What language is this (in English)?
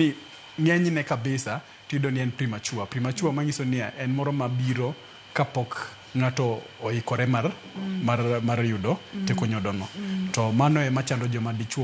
Luo (Kenya and Tanzania)